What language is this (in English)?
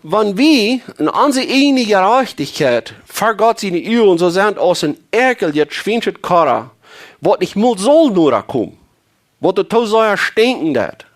Plautdietsch